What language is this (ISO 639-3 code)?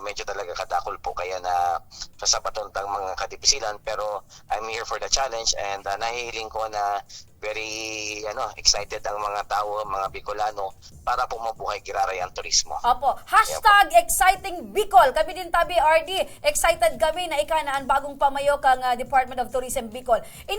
bik